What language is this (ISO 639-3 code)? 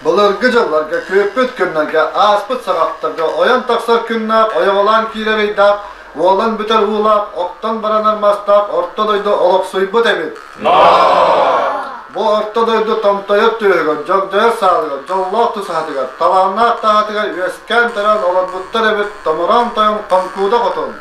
sah